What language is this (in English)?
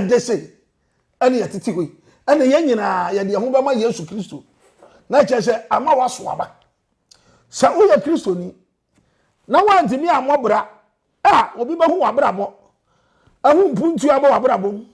Akan